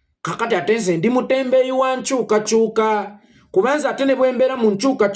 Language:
Ganda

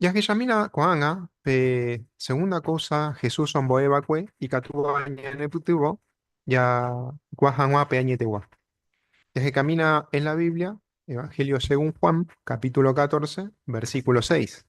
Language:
Guarani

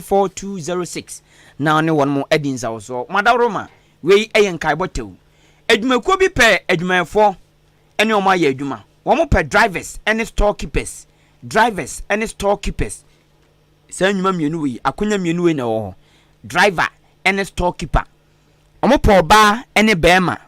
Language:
Akan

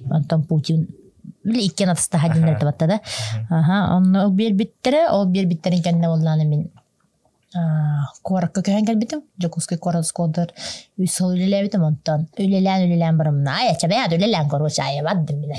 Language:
Yakut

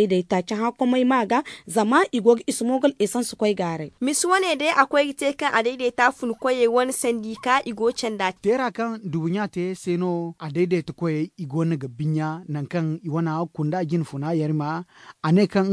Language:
Zarma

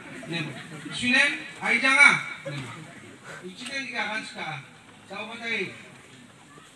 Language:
Garo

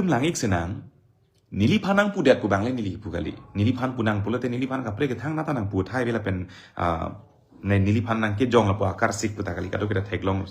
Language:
Karbi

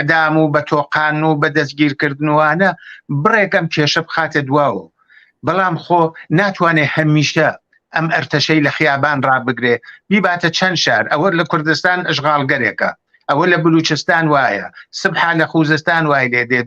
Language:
Central Kurdish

